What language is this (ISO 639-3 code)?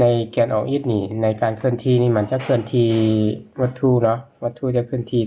lao